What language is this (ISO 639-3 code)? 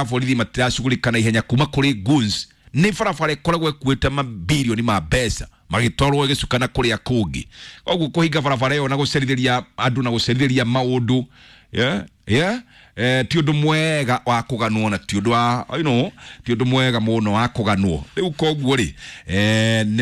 kik